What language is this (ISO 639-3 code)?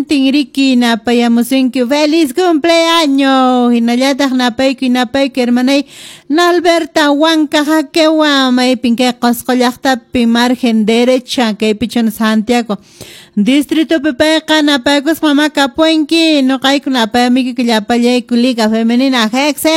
que